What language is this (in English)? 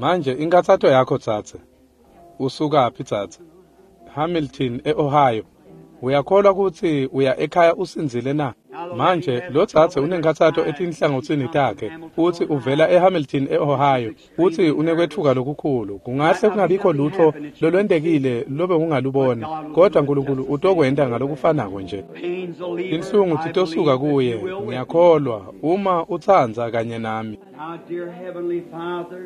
Swati